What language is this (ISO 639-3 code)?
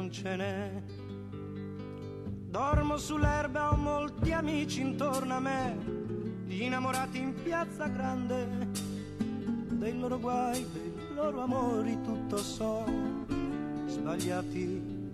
ita